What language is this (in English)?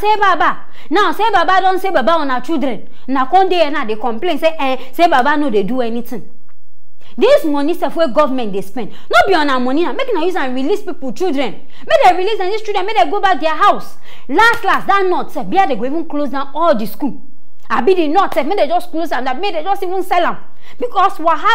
Nigerian Pidgin